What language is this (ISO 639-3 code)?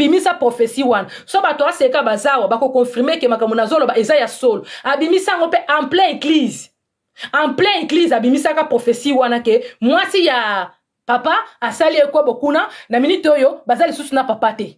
lin